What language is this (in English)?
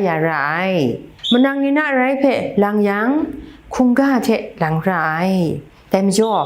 Kachin